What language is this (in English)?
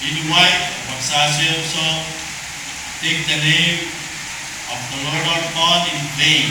Pohnpeian